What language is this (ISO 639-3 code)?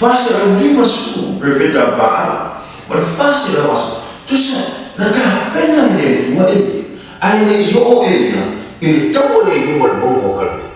smo